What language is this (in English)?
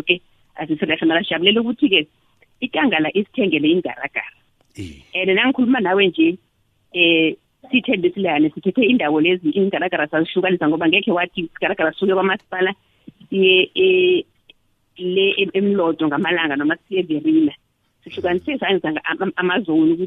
South Ndebele